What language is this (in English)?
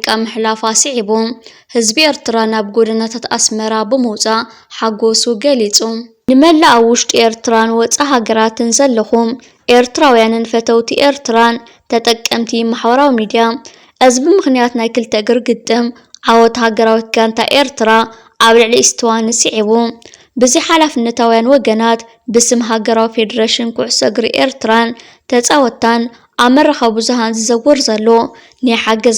Tigrinya